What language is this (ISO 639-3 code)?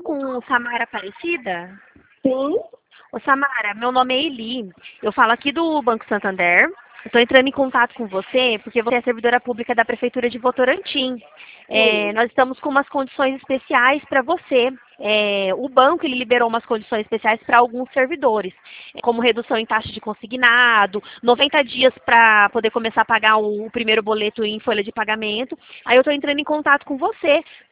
por